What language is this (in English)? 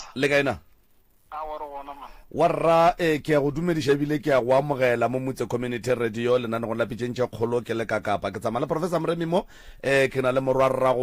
Northern Sotho